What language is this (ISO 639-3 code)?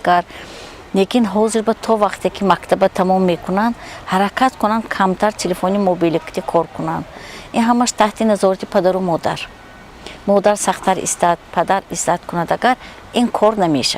tgk